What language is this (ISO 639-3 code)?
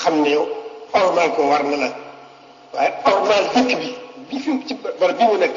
wol